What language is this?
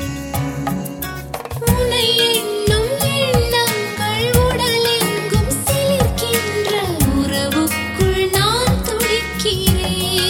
Tamil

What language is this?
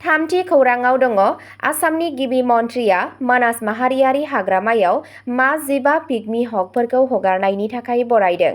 Bodo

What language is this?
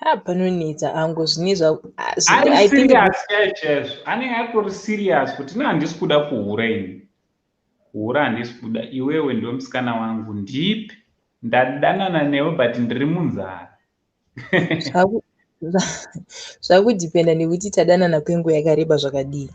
Shona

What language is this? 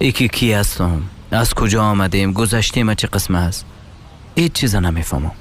Persian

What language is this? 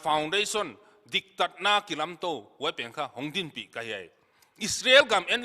Paite Chin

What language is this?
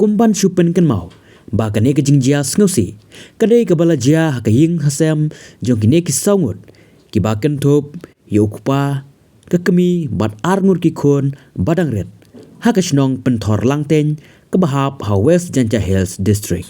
Khasi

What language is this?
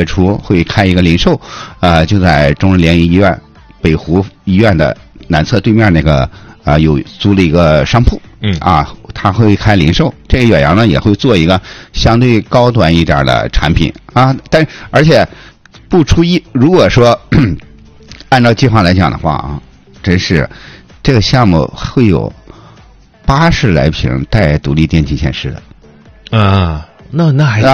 Chinese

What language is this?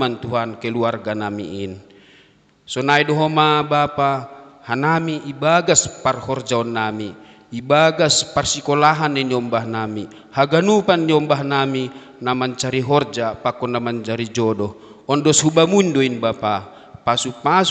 Batak Simalungun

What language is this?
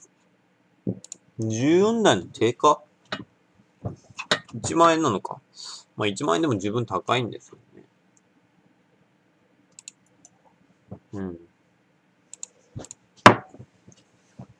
Japanese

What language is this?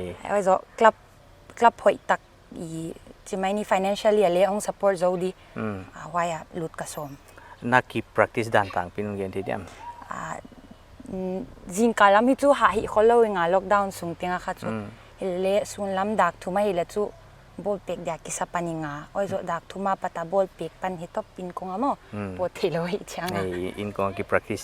Paite Chin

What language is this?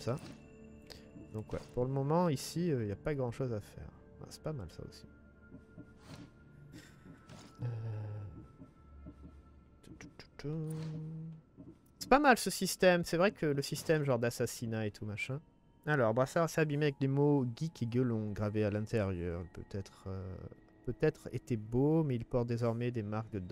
French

